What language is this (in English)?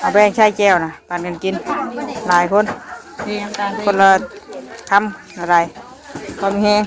Northeastern Thai